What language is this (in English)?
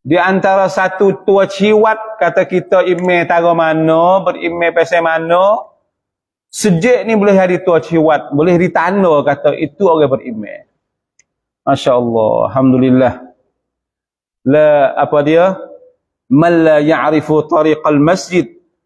Malay